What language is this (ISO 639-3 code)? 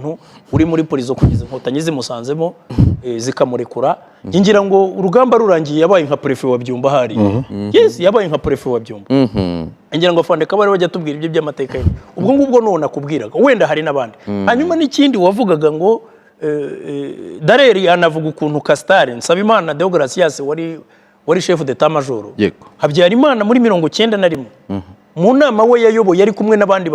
kin